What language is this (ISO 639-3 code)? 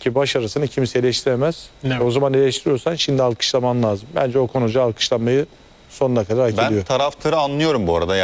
tur